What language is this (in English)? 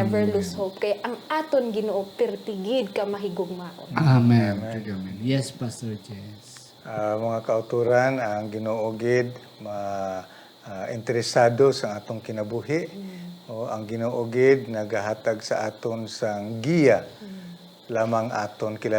Hiligaynon